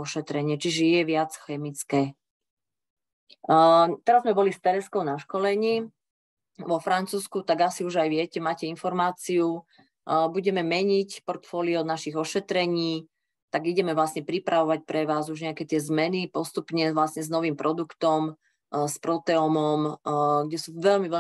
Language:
Slovak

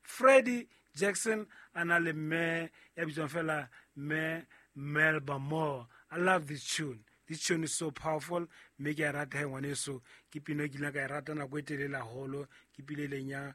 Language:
Southern Sotho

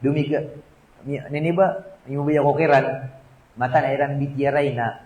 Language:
Maranao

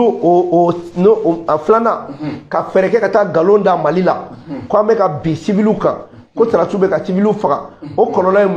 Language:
Bambara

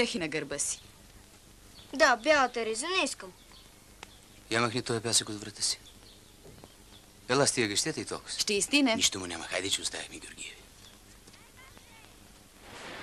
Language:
Bulgarian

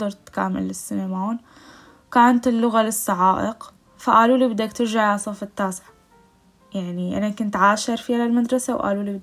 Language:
North Levantine Arabic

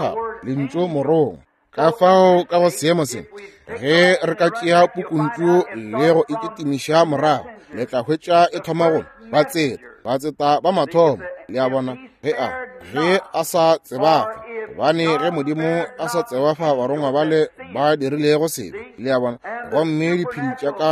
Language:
Northern Sotho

